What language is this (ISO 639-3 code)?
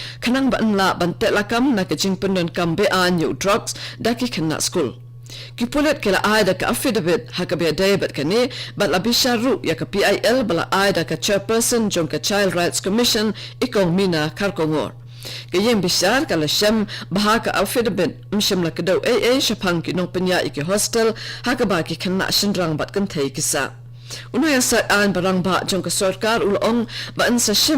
kha